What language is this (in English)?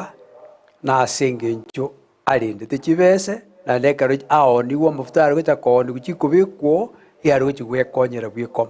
Gusii